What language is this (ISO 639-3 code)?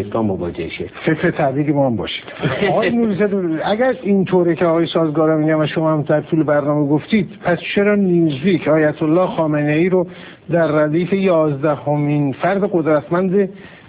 fas